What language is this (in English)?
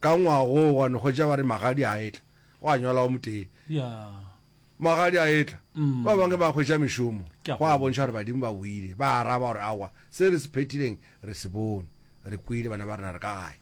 Northern Sotho